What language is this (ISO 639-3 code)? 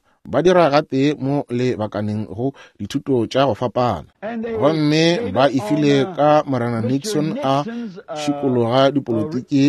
nso